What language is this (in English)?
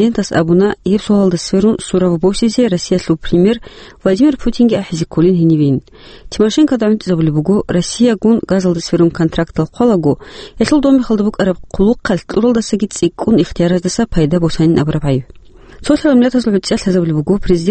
Avaric